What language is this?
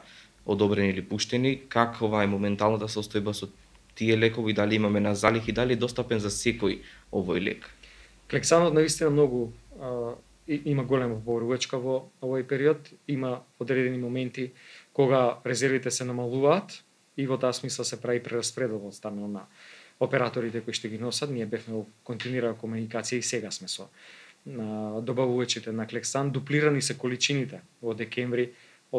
Macedonian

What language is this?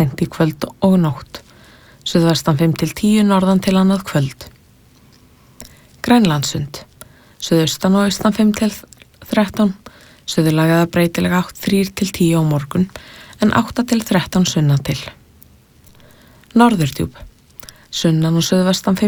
Icelandic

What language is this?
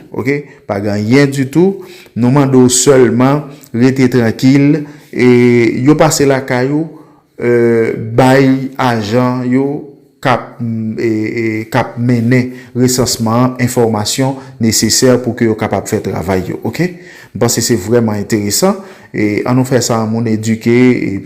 Haitian Creole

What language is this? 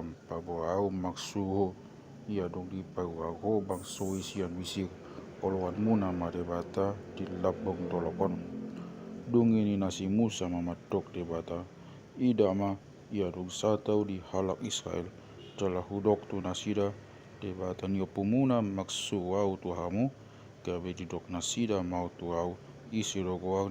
Batak Toba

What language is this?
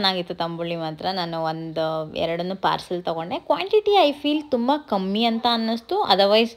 Kannada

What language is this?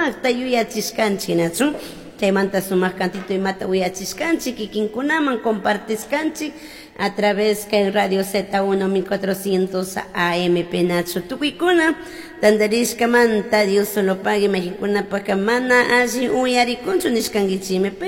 Chimborazo Highland Quichua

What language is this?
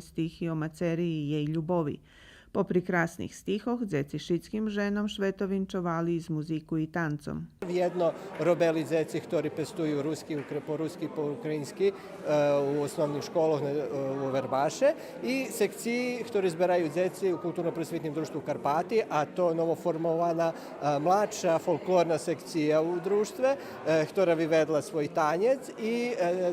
Rusyn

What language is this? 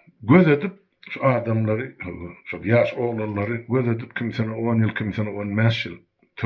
Turkmen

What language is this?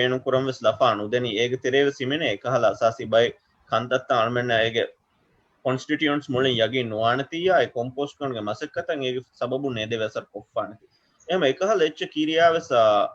Divehi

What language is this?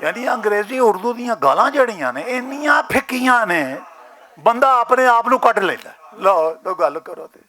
Western Panjabi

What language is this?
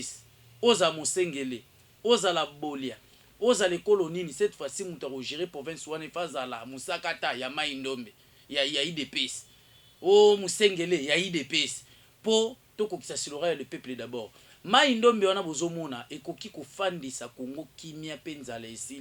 Lingala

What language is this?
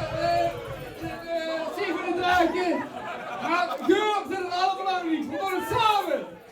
Limburgish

